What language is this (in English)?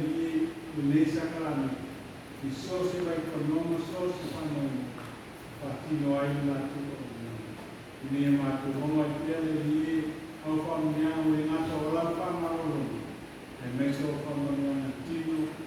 Samoan